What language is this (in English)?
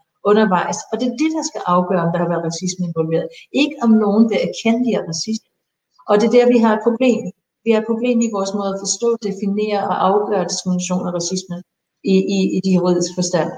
Danish